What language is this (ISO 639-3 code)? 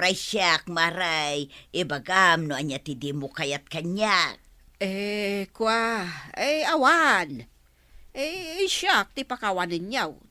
ilo